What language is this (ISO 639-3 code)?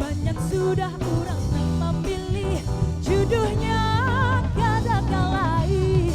bjn